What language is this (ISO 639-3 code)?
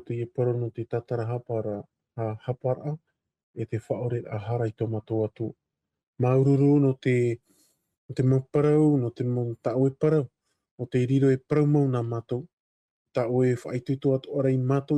tah